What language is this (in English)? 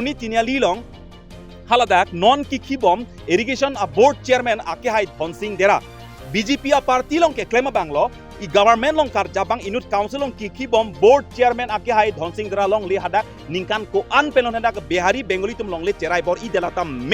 Karbi